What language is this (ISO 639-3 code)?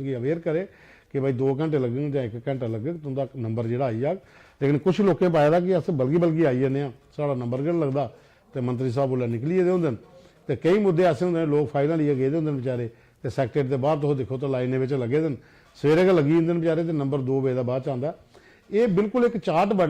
doi